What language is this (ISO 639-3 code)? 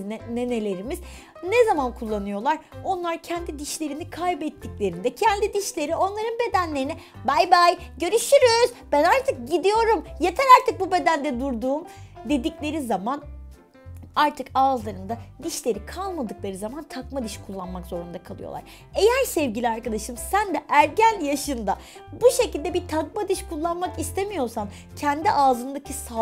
tur